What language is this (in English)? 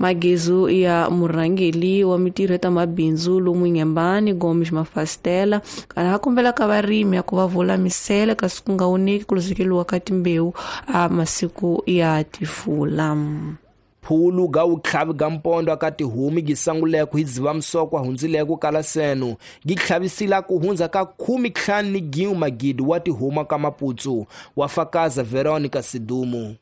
Tsonga